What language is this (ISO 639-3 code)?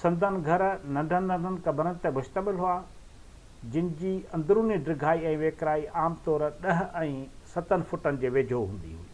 snd